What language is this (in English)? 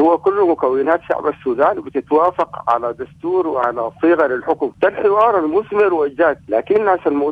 Sudanese Arabic